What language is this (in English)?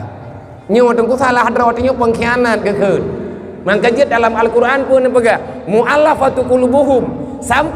Achinese